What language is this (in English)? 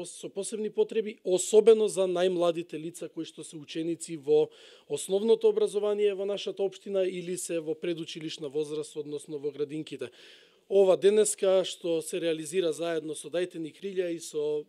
Macedonian